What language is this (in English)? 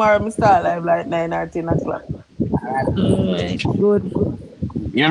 Jamaican Creole English